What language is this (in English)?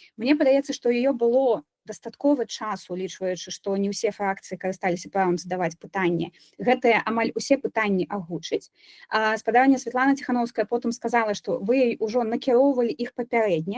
Belarusian